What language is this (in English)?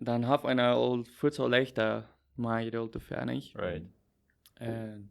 Plautdietsch